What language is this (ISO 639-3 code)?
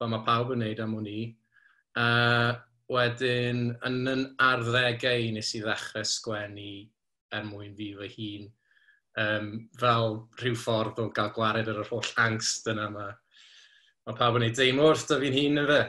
cym